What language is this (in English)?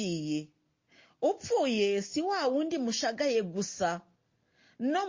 Kinyarwanda